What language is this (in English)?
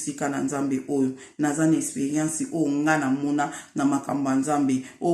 Lingala